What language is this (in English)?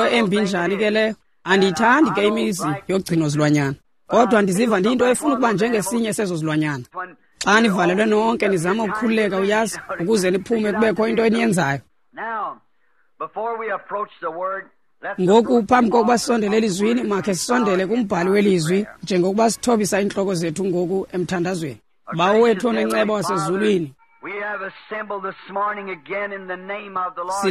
Xhosa